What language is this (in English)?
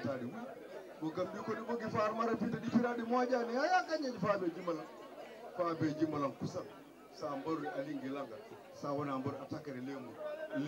Fula